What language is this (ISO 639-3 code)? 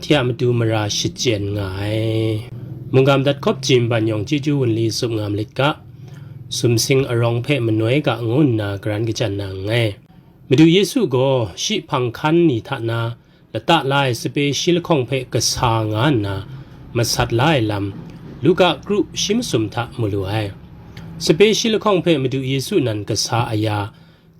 kac